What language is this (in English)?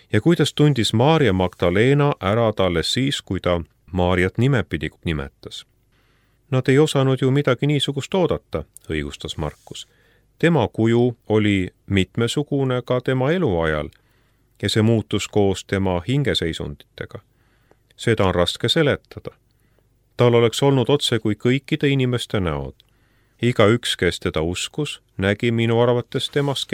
Estonian